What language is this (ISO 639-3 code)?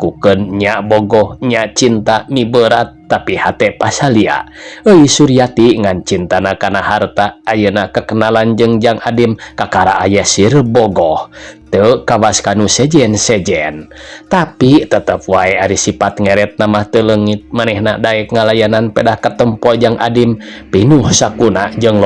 sun